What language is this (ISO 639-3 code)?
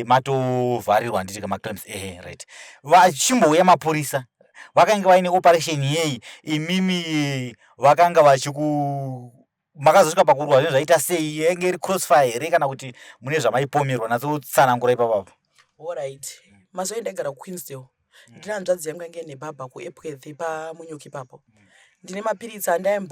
sna